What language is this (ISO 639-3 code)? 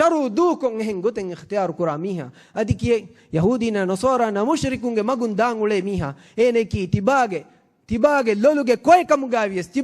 div